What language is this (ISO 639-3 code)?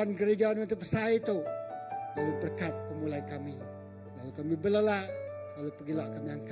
iba